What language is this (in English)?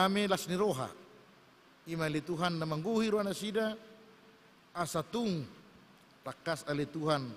Batak Toba